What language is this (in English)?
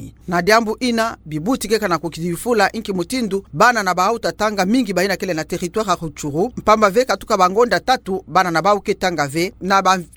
Kituba (Democratic Republic of Congo)